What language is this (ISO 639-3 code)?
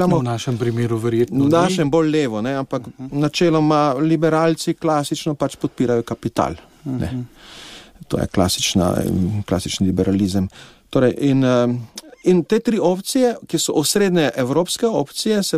slv